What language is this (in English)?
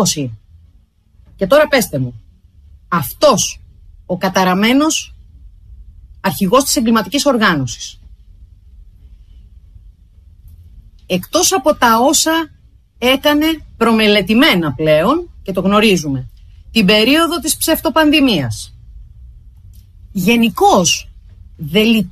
Greek